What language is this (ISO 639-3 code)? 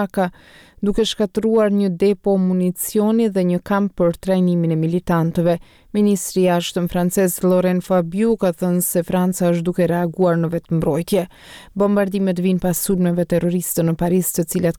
sqi